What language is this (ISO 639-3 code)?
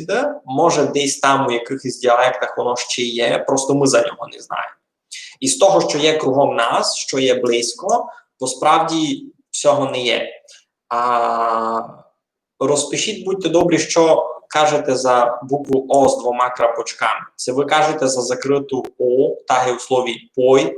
rue